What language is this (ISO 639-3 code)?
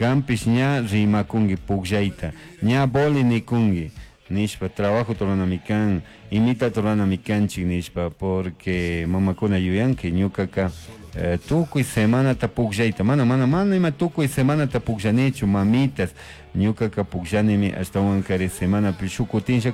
qug